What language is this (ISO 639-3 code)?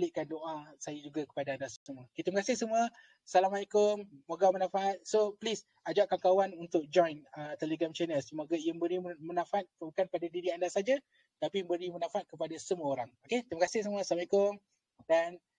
msa